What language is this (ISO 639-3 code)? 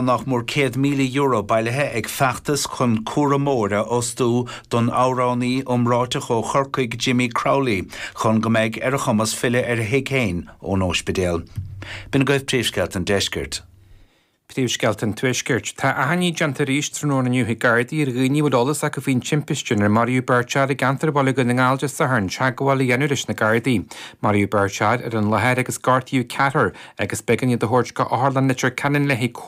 gle